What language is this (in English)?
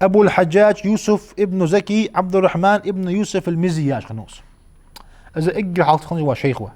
Ingush